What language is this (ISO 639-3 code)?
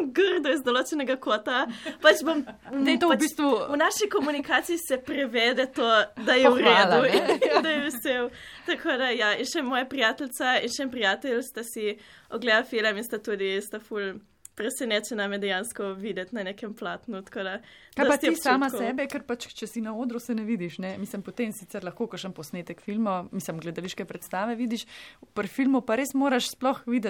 slv